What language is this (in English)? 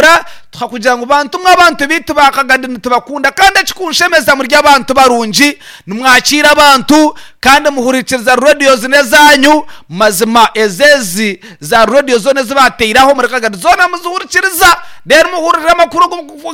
Nyankole